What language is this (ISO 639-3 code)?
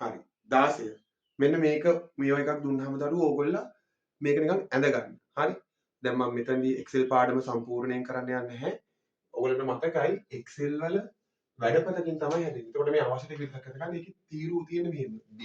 sin